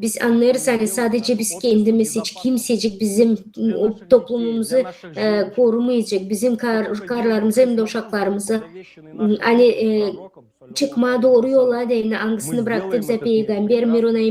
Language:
Gagauz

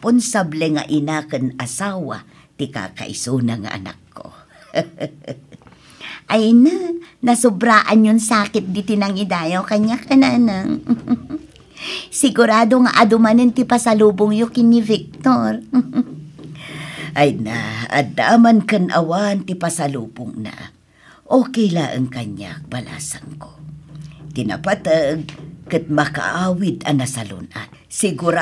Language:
Iloko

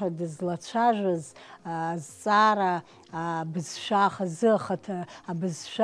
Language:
Abkhazian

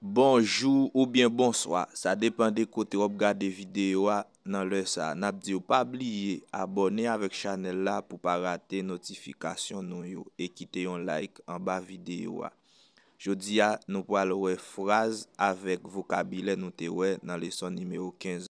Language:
Haitian Creole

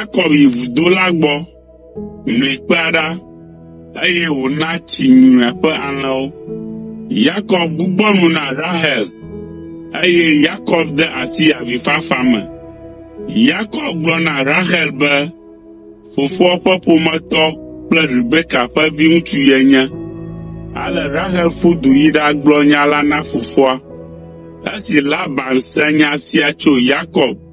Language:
Ewe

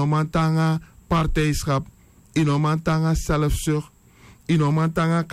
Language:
Sranan Tongo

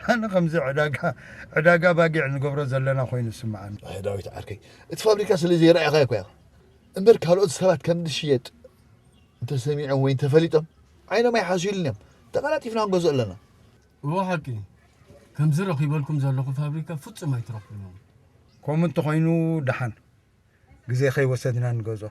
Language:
Tigrinya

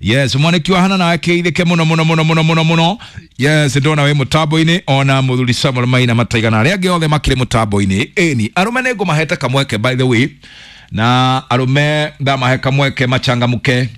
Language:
Kikuyu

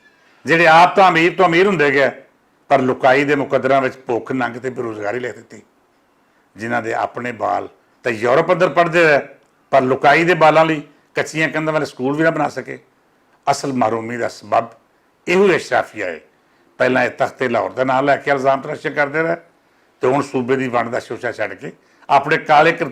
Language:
Western Panjabi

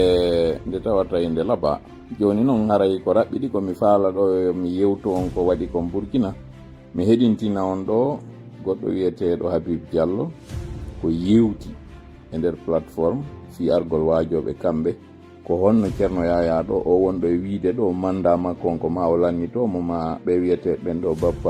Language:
Fula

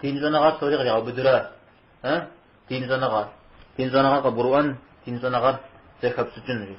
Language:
Kabardian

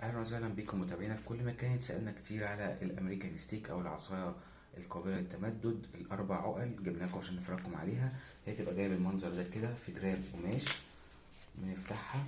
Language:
Egyptian Arabic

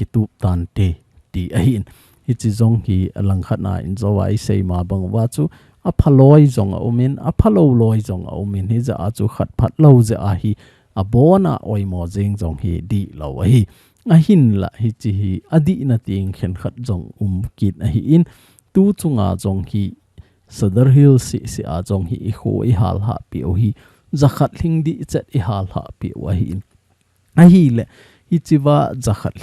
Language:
Thado Chin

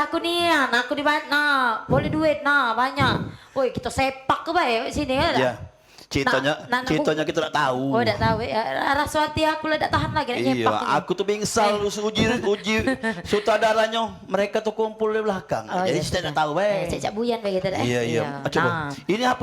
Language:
Musi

